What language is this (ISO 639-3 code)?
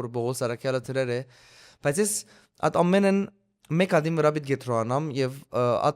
hyw